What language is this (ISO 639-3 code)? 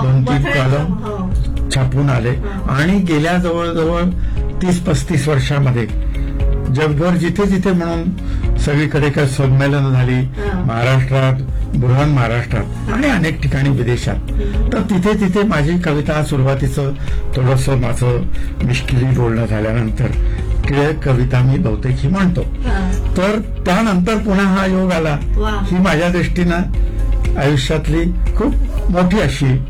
mar